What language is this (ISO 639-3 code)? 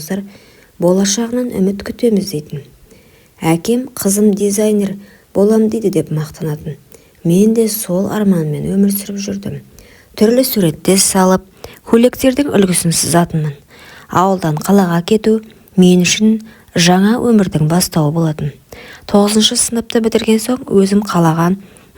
kaz